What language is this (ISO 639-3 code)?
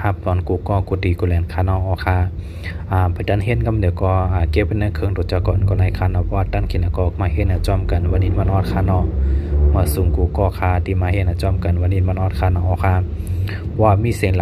shn